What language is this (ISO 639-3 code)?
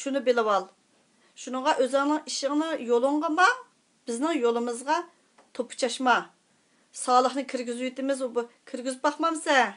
uig